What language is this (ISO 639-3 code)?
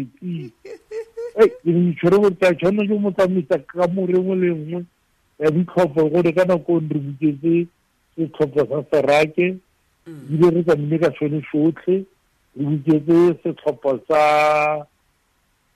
tsn